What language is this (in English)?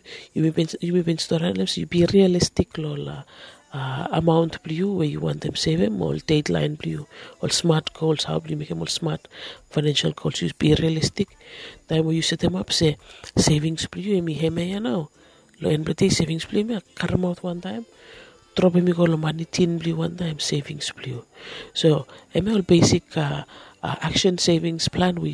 Bislama